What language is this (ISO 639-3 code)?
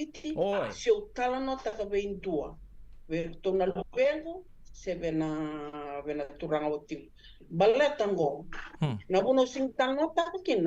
fij